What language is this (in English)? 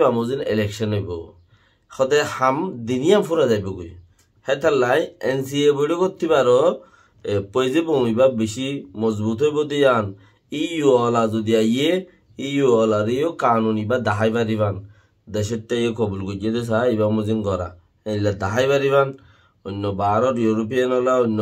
Rohingya